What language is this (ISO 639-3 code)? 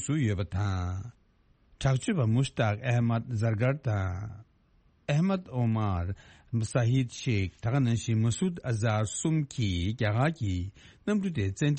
bod